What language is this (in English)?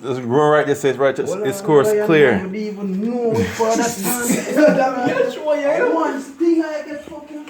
Jamaican Creole English